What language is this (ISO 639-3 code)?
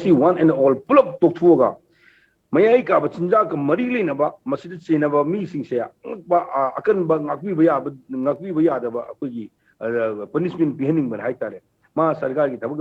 mni